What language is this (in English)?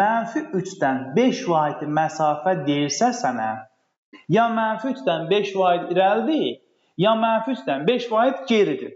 Azerbaijani